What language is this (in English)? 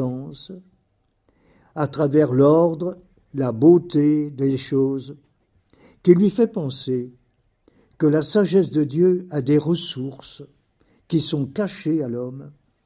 French